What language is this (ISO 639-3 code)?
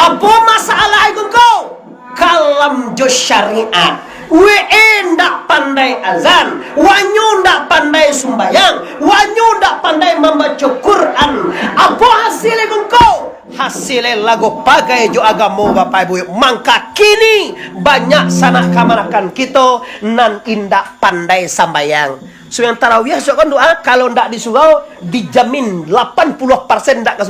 min